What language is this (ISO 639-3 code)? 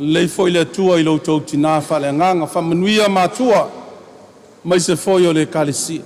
smo